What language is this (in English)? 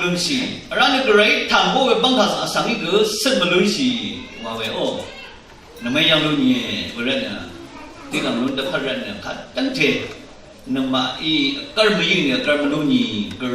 Rawang